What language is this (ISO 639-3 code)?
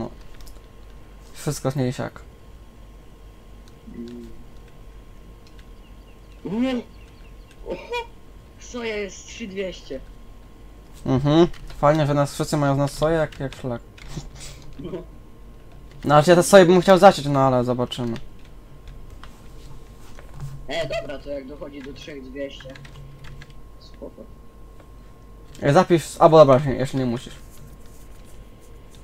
pol